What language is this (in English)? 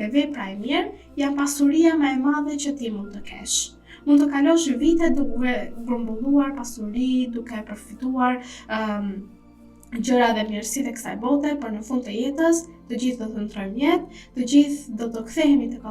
Albanian